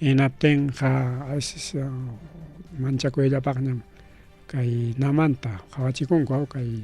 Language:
Ayacucho Quechua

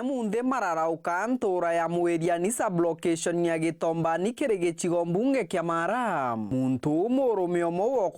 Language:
Meru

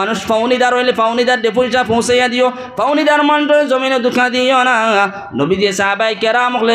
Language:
Sylheti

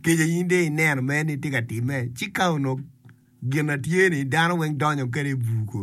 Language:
Acoli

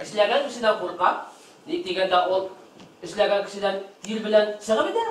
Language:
Bashkir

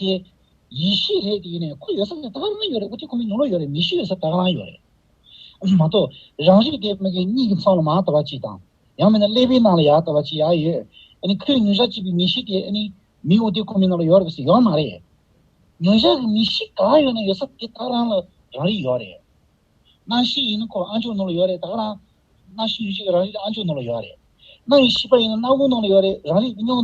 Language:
Tibetan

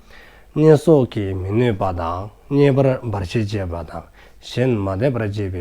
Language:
Dzongkha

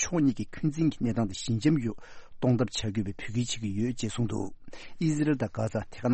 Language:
Tibetan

